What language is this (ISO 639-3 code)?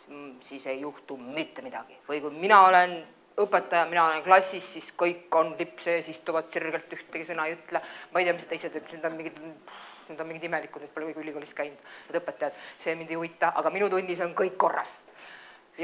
est